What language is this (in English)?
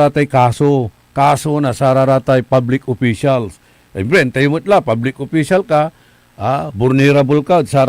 Pangasinan